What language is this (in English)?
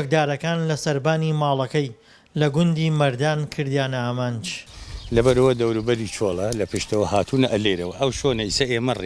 Central Kurdish